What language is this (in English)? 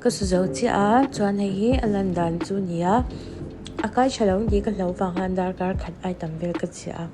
Mizo